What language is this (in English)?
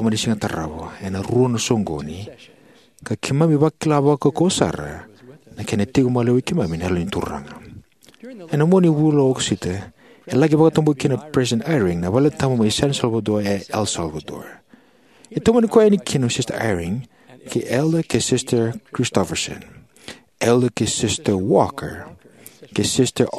Fijian